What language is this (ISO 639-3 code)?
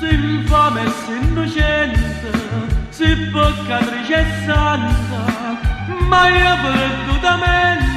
nap